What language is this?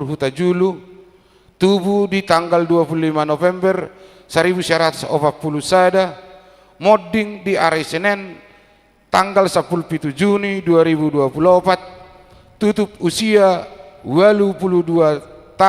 Batak Toba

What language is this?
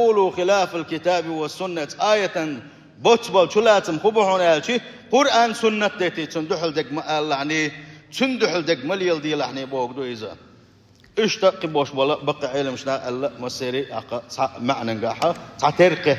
Chechen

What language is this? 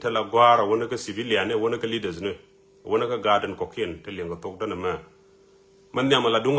Nuer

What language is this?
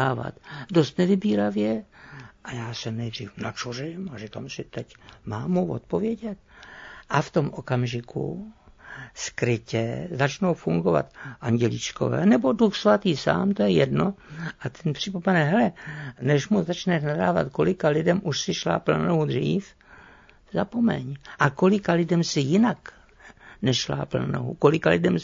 Czech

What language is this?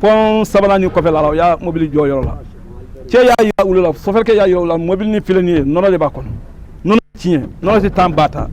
Bambara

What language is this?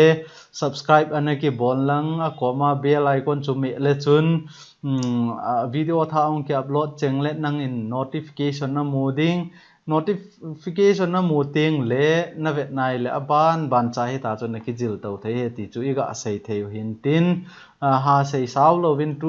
Thado Chin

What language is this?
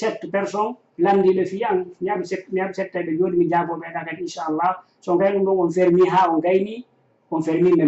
Fula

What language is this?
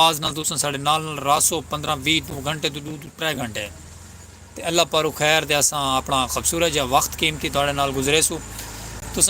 Saraiki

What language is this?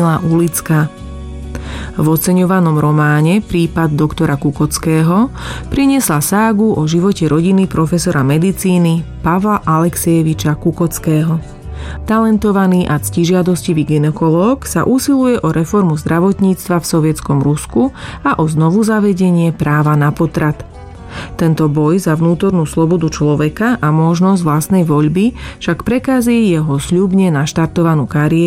Slovak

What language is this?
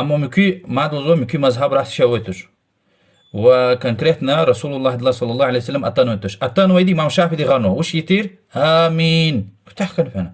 Lezghian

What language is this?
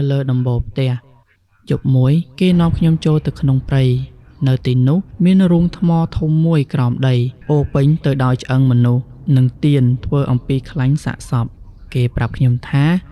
Khmer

